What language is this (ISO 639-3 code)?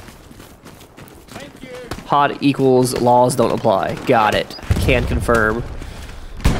eng